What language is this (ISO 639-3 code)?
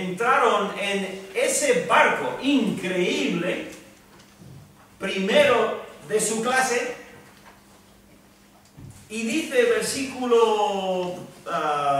spa